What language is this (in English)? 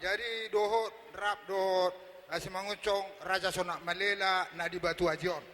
Batak Toba